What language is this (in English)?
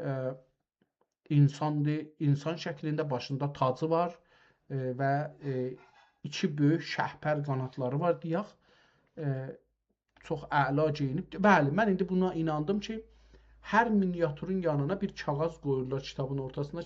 South Azerbaijani